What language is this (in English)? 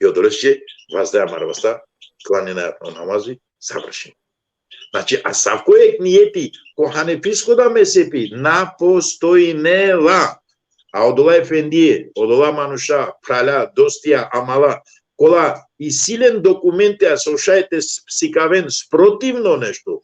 Balkan Romani